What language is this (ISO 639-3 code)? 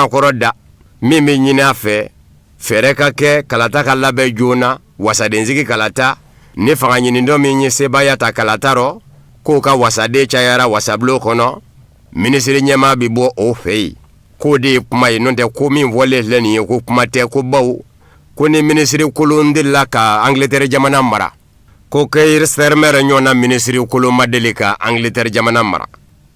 bam